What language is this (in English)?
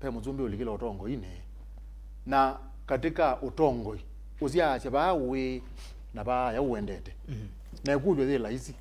Kamba